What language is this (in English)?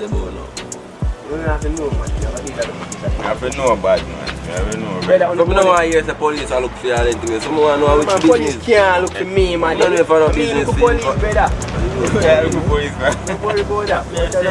Jamaican Creole English